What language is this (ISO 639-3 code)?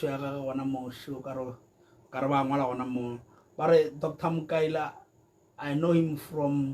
nso